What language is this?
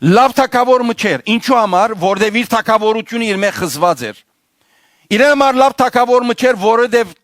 Western Armenian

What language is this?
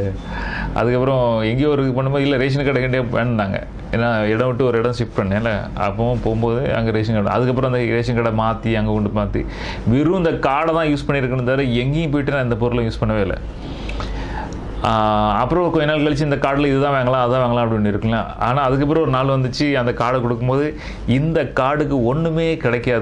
Tamil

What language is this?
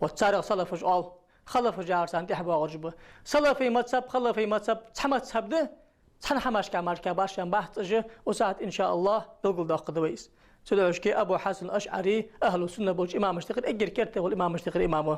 Ingush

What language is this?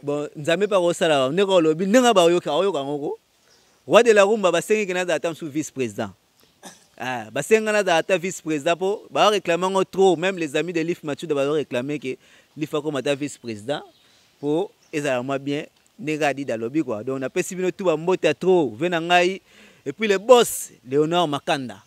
Lingala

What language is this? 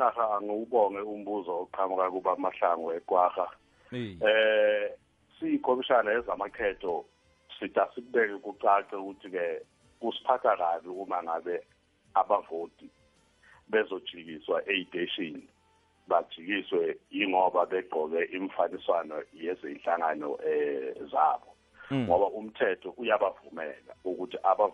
South Ndebele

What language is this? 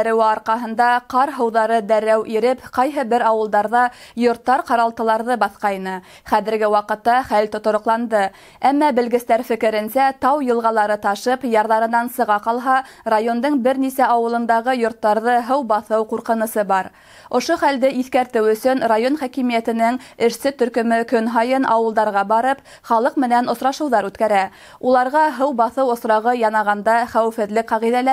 Bashkir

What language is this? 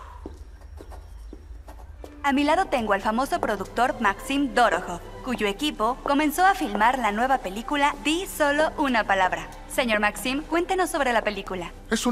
Spanish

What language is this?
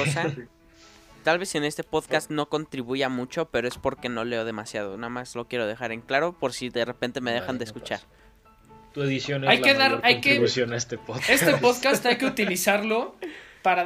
Spanish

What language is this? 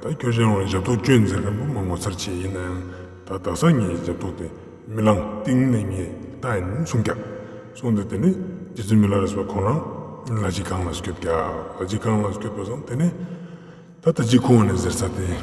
Ladakhi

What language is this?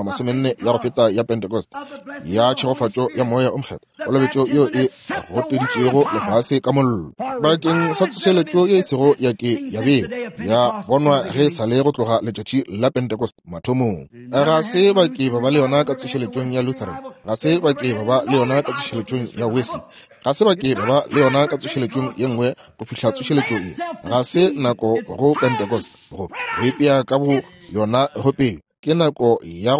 Northern Sotho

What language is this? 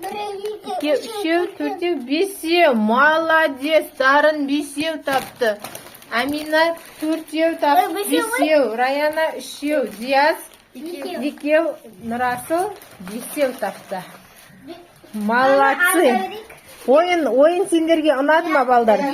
Kazakh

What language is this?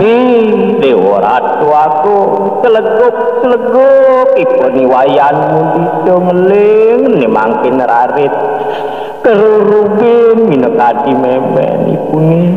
Balinese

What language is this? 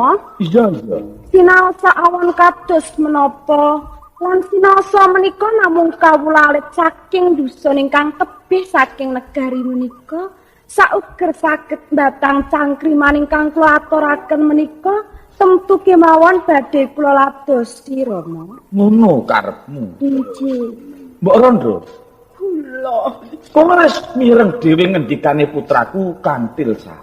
Javanese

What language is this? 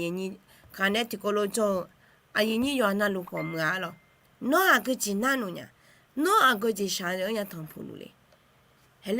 Akha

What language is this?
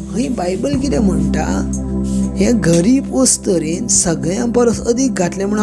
Konkani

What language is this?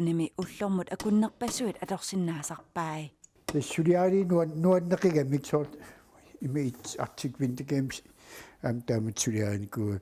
Kalaallisut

